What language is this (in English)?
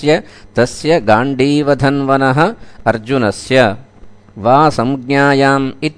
Sanskrit